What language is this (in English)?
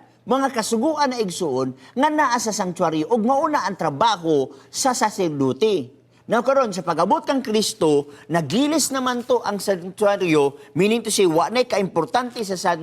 Cebuano